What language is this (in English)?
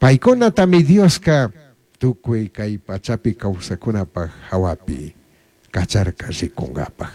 Chimborazo Highland Quichua